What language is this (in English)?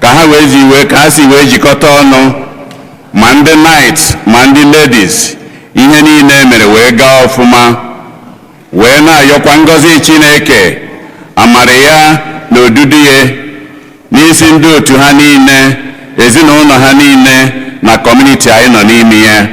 Igbo